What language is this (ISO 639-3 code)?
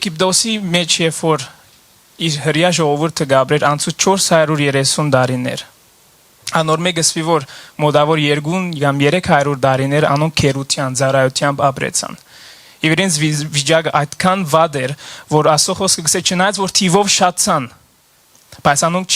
hyw